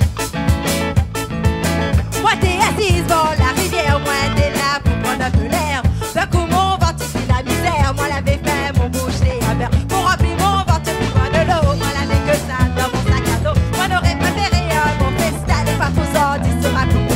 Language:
Réunion Creole French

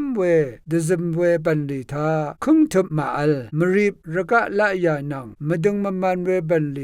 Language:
Rawang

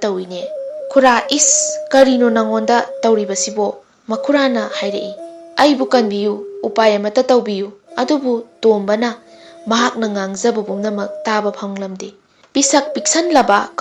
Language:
Manipuri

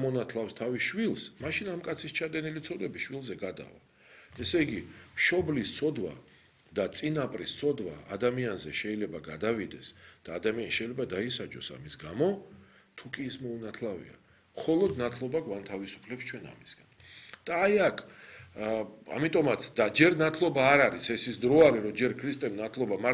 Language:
Georgian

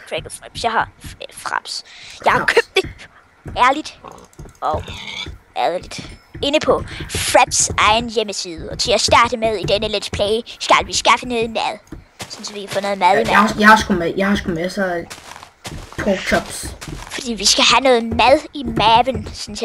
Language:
Danish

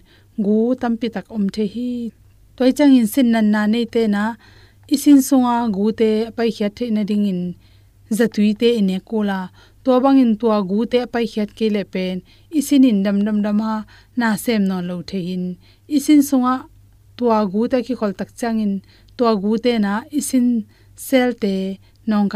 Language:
Tedim Chin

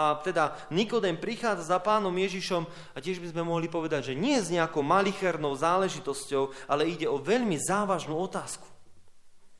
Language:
Slovak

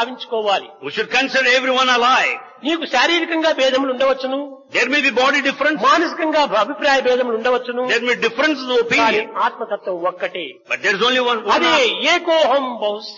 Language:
Telugu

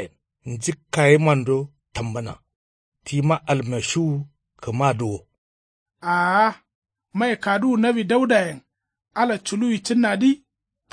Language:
Kanuri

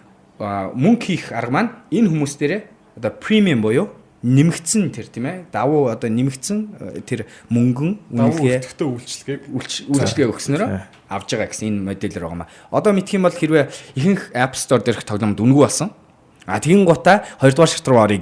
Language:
Mongolian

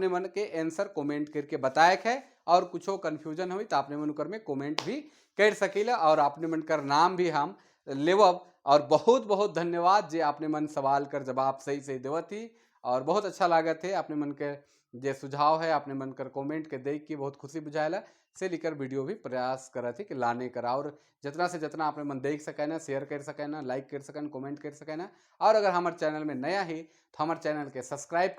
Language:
Sadri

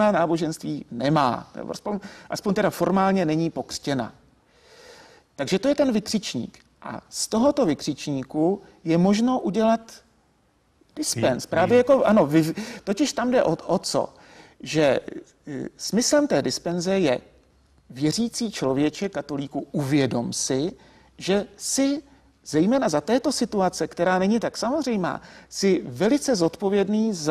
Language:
Czech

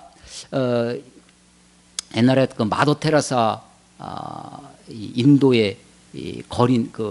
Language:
Korean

